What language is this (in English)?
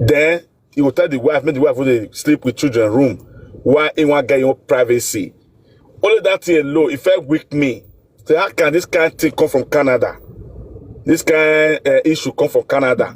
Nigerian Pidgin